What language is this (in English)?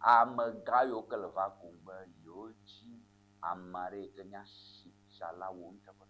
Ewe